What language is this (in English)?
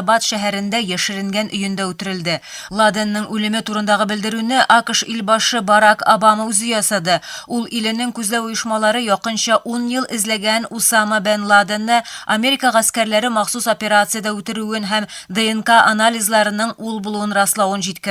Tatar